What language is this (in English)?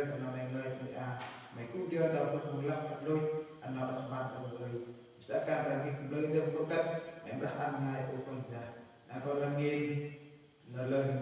Central Mnong